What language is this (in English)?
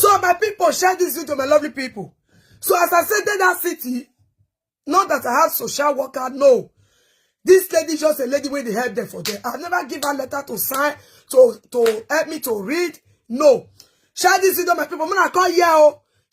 Nigerian Pidgin